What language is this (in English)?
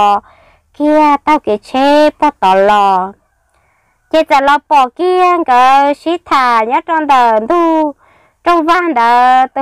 Hmong